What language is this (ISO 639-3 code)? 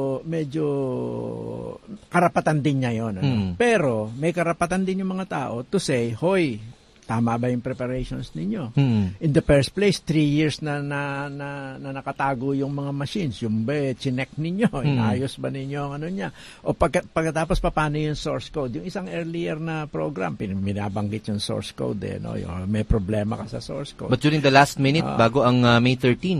fil